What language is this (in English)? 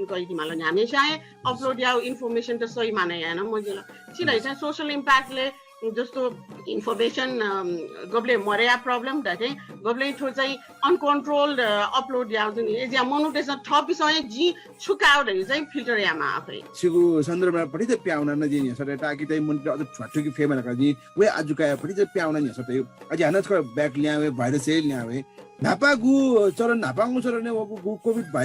Newari